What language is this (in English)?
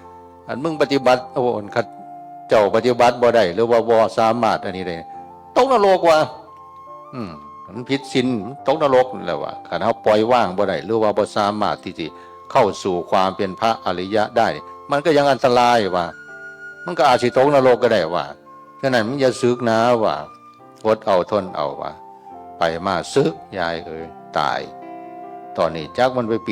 Northeastern Thai